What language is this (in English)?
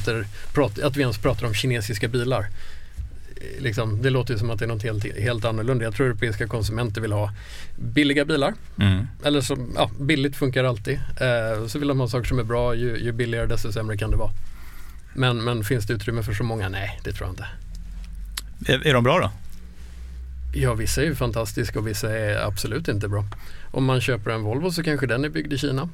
Swedish